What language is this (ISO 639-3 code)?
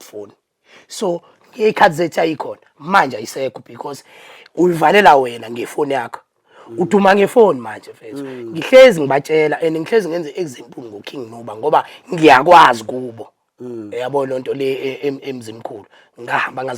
zul